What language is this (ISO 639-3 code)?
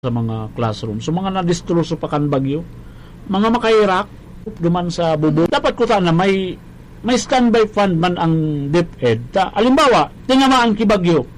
bik